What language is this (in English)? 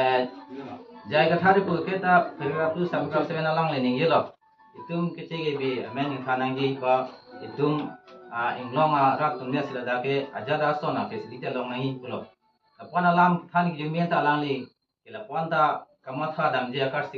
Karbi